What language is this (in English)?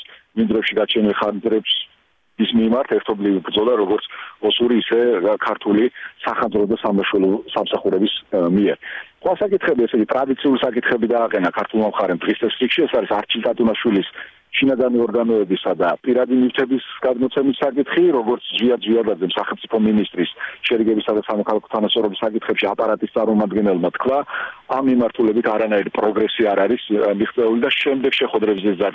Georgian